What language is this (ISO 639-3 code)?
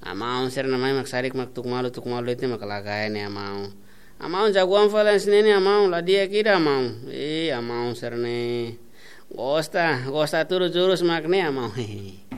tet